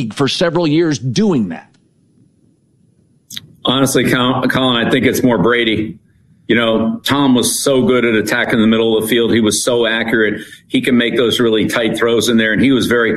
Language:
English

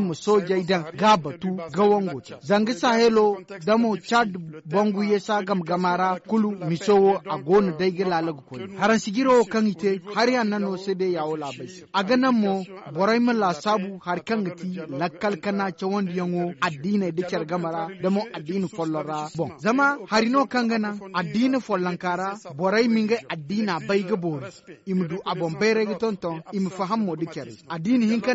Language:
Zarma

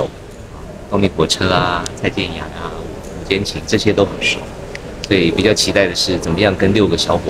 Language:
Chinese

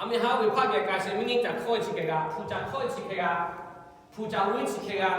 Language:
Lahu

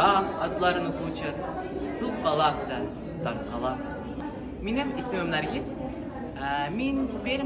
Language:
Tatar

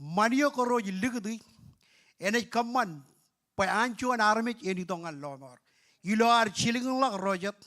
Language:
Marshallese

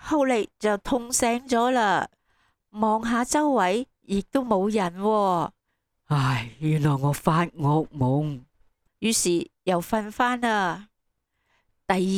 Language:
Cantonese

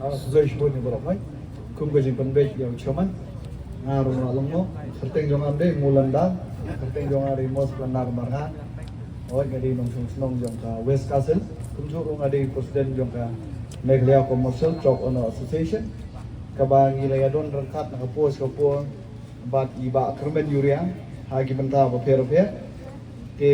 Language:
Khasi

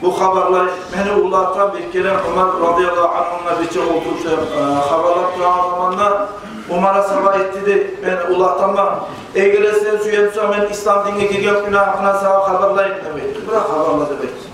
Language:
Kumyk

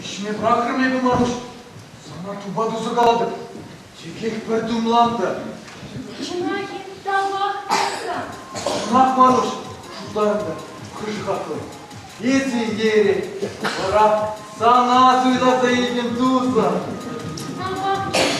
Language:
Chuvash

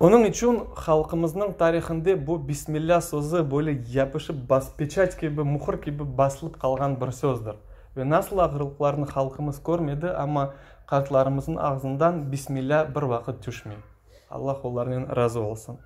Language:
Crimean Tatar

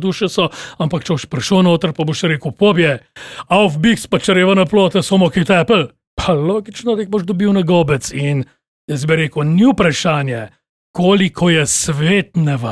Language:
Slovenian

